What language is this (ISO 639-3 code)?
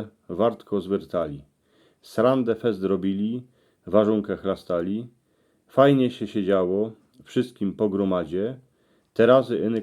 szl